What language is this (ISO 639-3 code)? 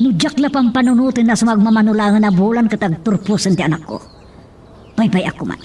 ilo